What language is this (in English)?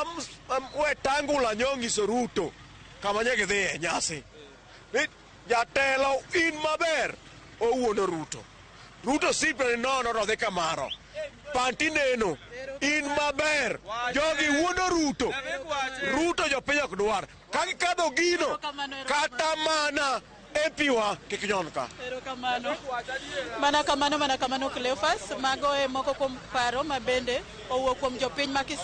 Luo (Kenya and Tanzania)